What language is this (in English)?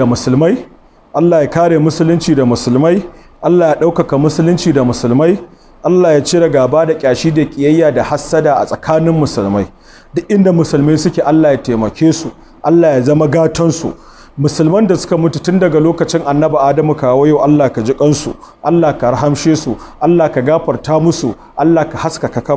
Hausa